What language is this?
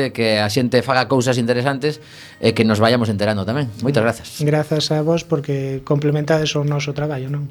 Galician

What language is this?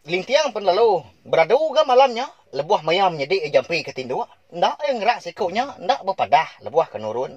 Iban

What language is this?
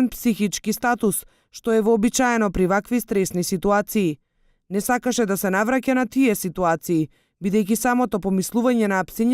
Macedonian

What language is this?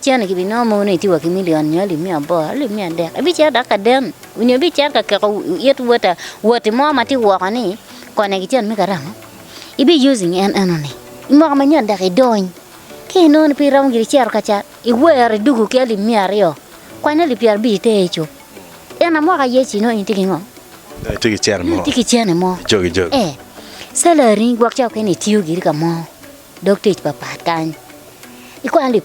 Acoli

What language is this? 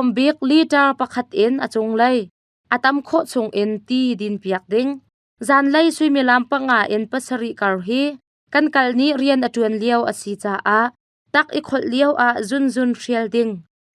Hakha Chin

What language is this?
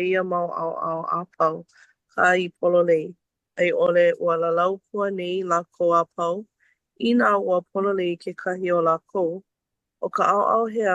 Hawaiian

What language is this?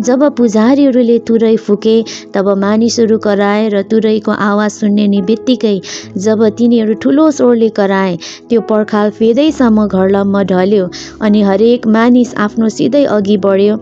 Nepali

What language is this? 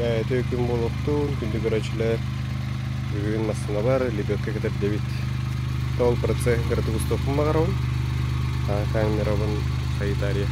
Yakut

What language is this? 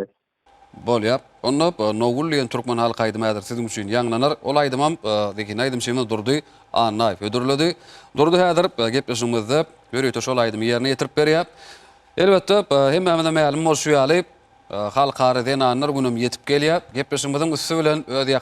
Turkmen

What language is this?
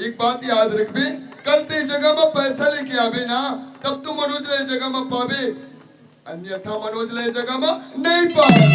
Chhattisgarhi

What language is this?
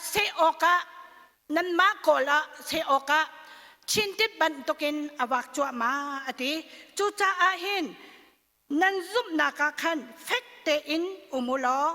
Hakha Chin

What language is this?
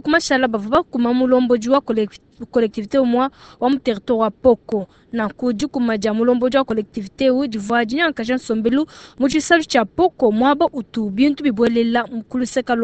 Luba-Lulua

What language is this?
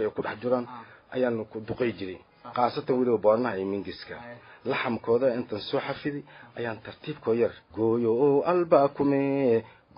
Somali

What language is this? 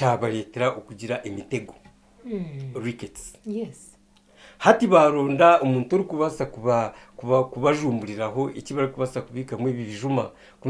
Nyankole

